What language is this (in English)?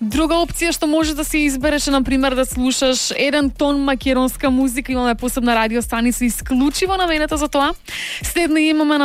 Macedonian